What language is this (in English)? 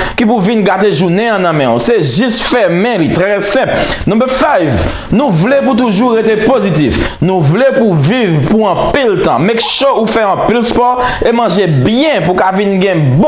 Haitian Creole